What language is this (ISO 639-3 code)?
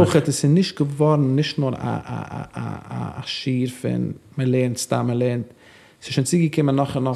yid